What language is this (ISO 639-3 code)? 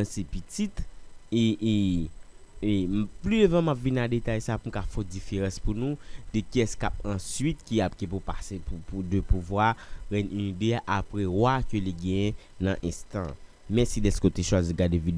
hat